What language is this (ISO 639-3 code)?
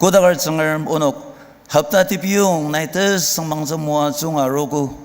njo